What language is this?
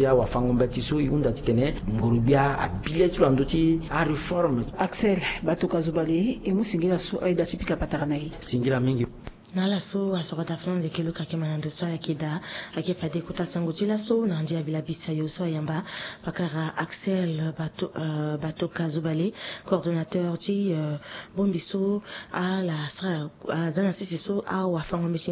Sango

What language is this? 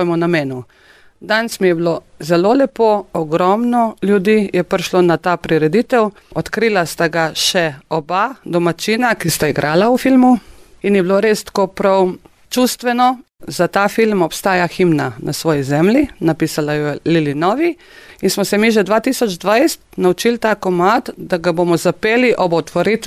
Slovenian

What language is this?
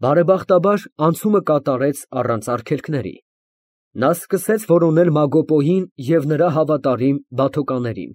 Armenian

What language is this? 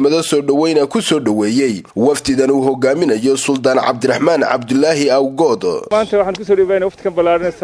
Somali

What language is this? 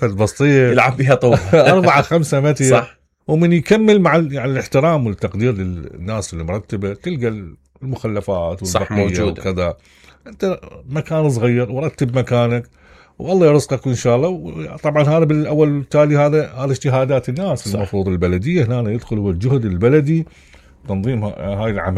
Mesopotamian Arabic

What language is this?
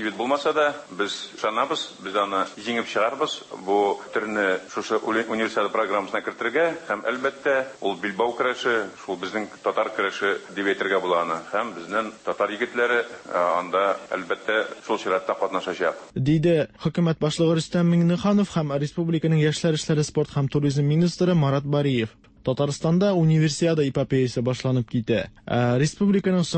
Tatar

